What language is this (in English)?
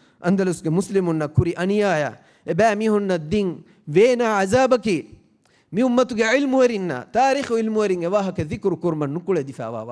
Divehi